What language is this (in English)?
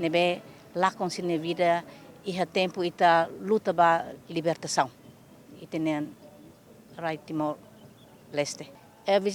Tetum